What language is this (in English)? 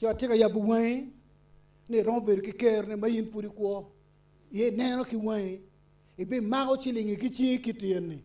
Acoli